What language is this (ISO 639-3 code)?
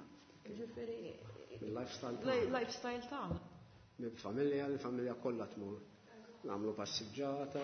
mlt